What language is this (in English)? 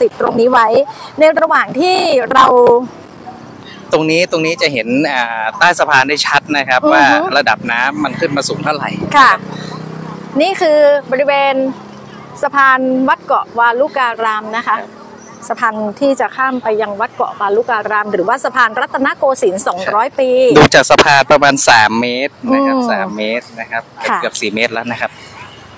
Thai